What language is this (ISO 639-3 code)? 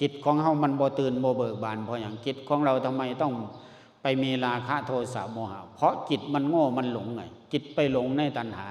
lao